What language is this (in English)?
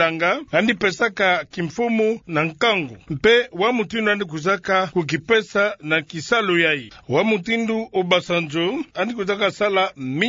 Kituba (Democratic Republic of Congo)